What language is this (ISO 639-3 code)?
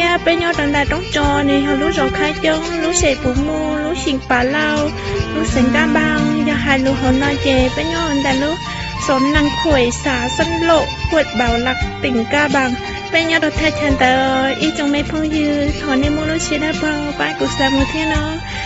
hmn